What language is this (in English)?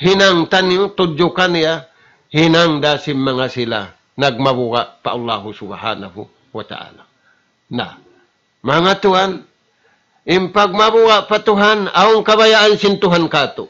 Tausug